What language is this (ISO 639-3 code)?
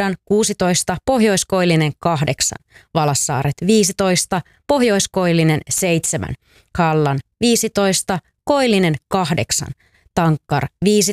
fin